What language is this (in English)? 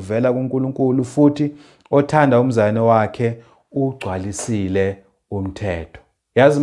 Zulu